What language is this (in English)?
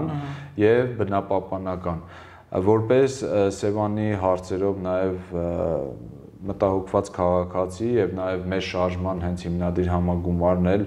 Armenian